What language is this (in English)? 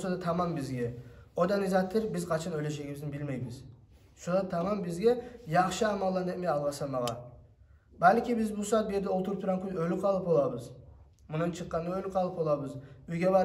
Kumyk